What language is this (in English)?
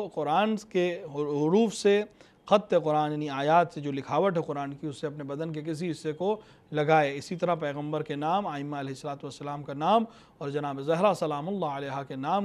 Urdu